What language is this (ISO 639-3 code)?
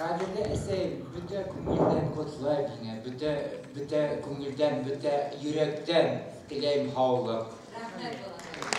bak